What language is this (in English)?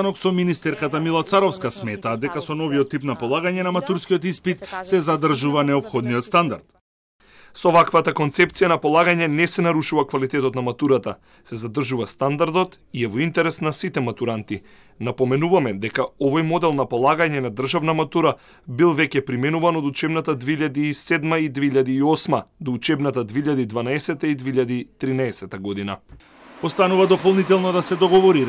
Macedonian